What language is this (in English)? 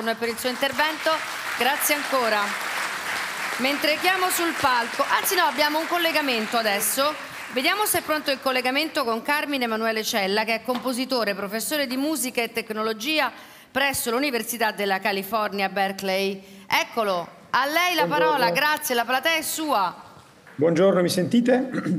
Italian